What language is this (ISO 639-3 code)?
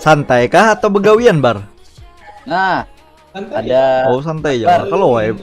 bjn